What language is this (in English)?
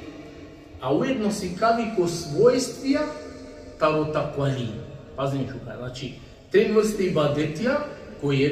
Balkan Romani